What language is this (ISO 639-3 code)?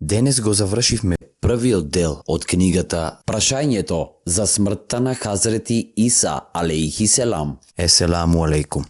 mkd